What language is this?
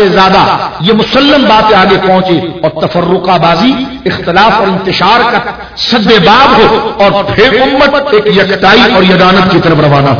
Urdu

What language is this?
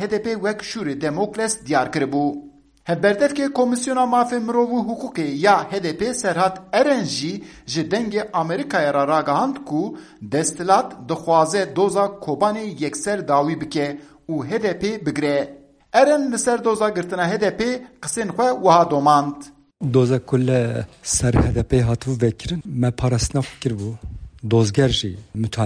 Kurdish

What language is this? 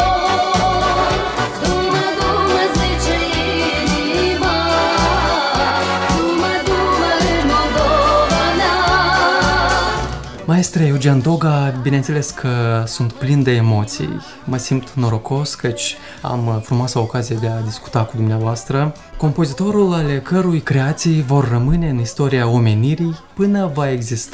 Romanian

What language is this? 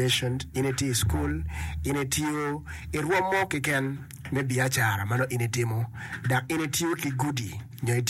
Acoli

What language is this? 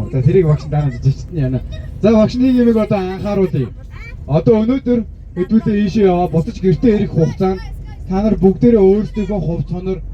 Mongolian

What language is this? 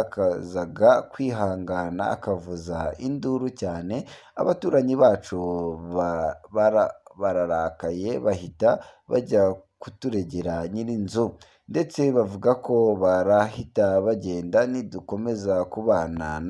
Kinyarwanda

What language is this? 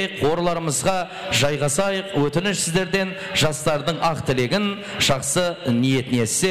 Kara-Kalpak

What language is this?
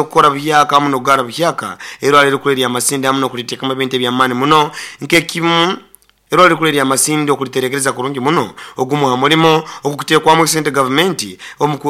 Nyoro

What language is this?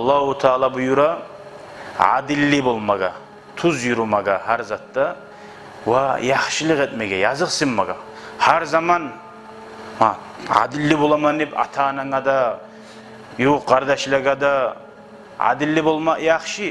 Kumyk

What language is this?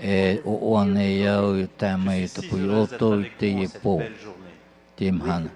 Tahitian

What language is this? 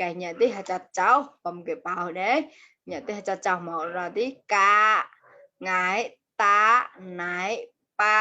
Mon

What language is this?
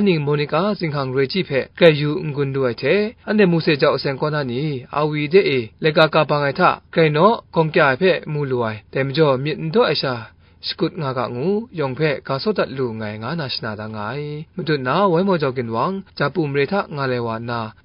Kachin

